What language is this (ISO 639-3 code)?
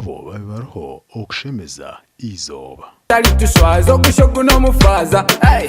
nyn